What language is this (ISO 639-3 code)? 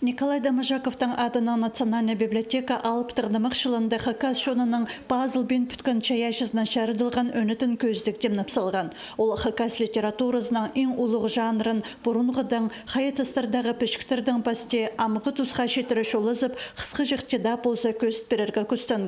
kjh